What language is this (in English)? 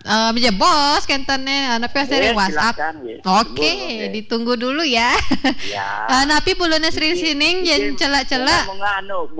Balinese